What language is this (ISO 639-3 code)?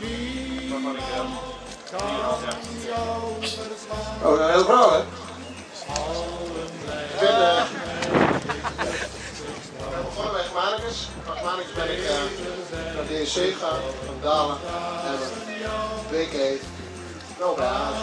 nld